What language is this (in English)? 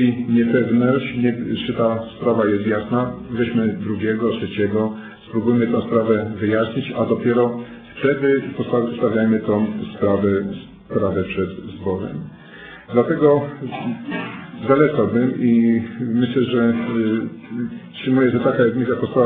Polish